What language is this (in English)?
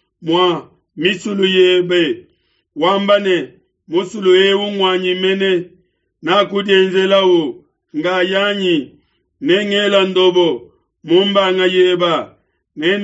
Luba-Lulua